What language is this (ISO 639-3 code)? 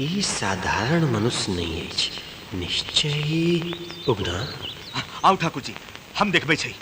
mai